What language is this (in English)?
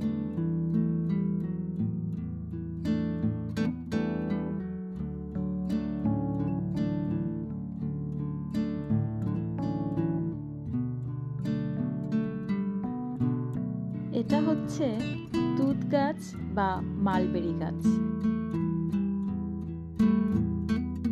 Bangla